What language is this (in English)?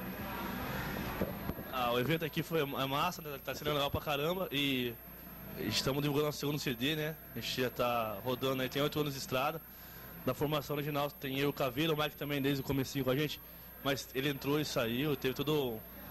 Portuguese